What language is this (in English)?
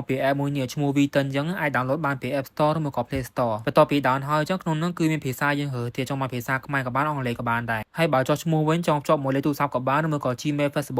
Khmer